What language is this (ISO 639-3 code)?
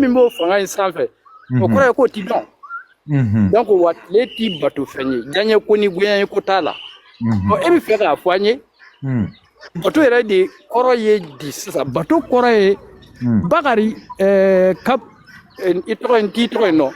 bam